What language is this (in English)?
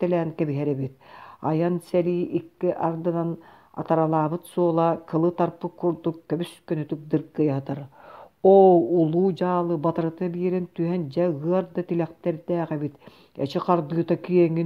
Yakut